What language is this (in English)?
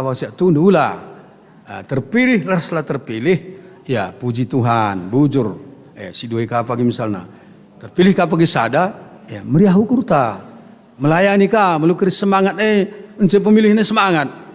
Batak Karo